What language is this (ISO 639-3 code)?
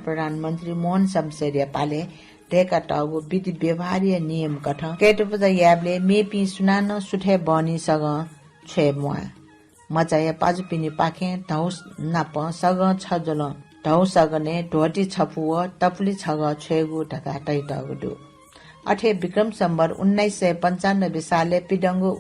new